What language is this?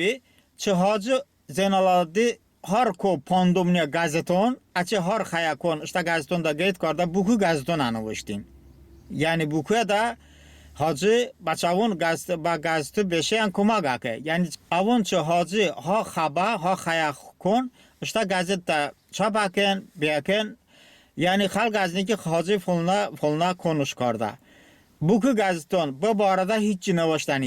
Talysh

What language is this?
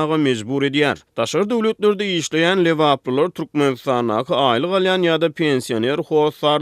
Turkmen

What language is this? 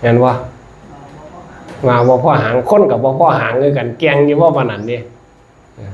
Northeastern Thai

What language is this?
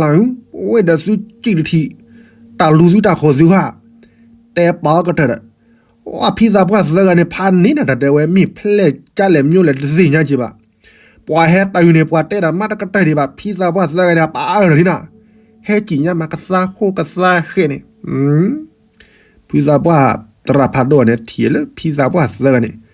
S'gaw Karen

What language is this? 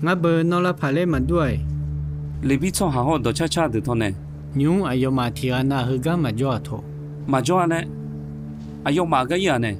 Akha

